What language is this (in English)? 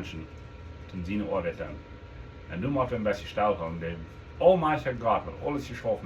Plautdietsch